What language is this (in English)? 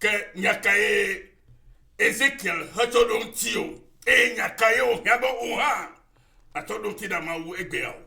Ewe